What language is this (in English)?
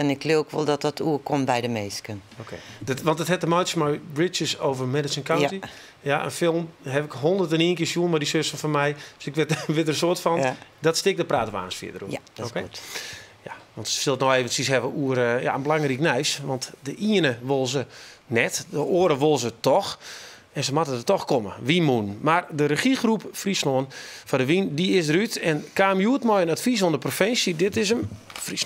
Western Frisian